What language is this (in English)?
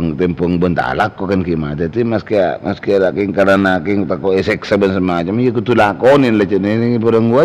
Madurese